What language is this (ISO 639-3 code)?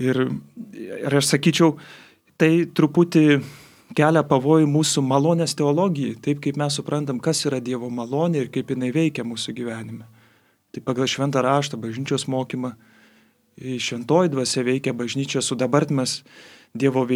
lit